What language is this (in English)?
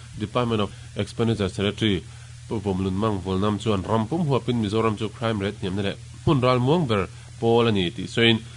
Mizo